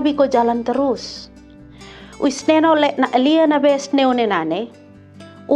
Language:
Kupang Malay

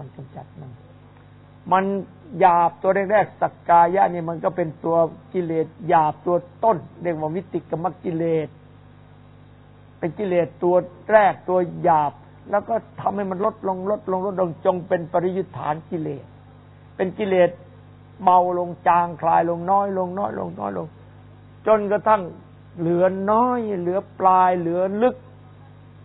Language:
Thai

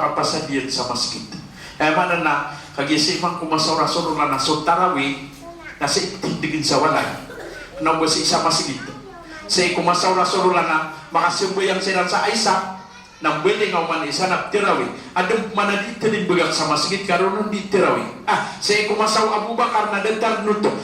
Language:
Maranao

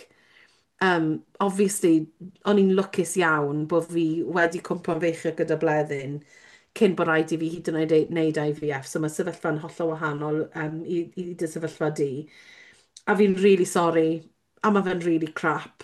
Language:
Welsh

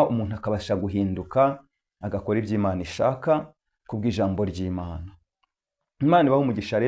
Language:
Kinyarwanda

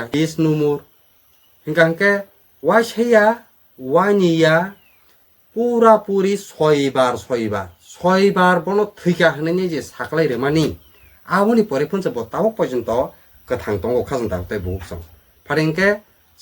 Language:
Kok Borok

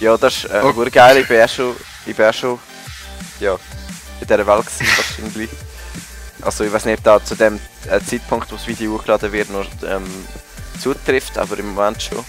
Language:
Swiss German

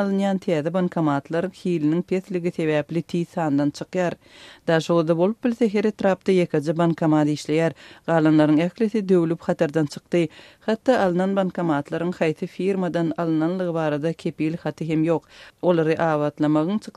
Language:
Turkmen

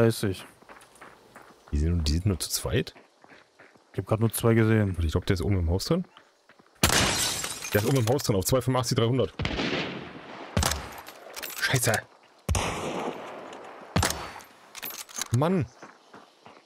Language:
German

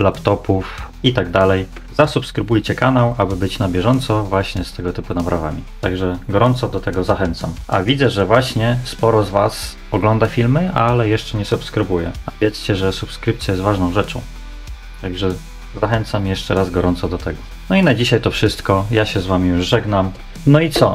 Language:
Polish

